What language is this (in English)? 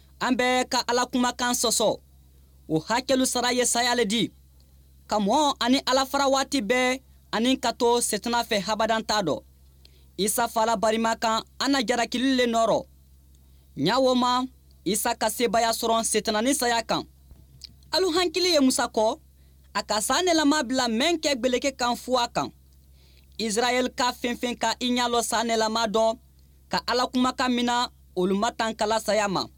Bambara